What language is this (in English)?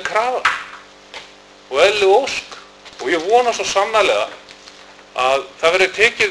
Icelandic